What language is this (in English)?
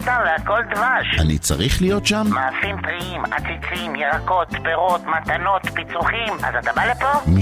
Hebrew